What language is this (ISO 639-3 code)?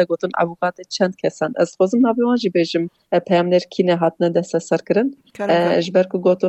kur